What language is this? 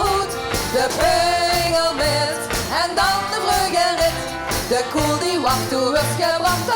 Limburgish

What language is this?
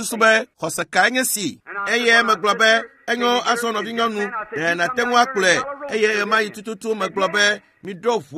Ewe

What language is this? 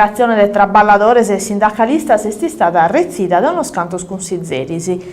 Sardinian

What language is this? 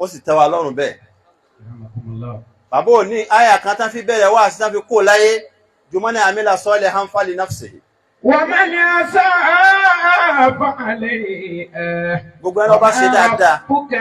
Yoruba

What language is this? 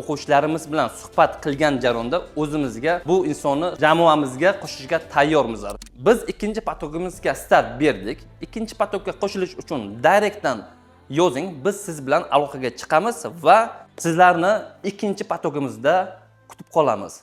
Uzbek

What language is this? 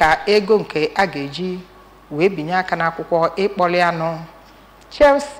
Igbo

